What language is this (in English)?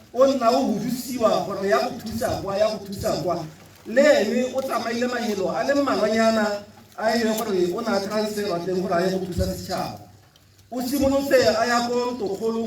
Tswana